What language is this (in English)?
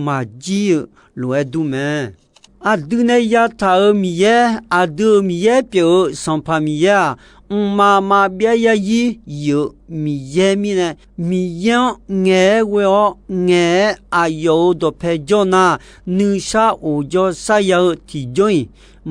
Akha